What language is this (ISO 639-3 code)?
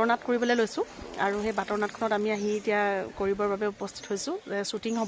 asm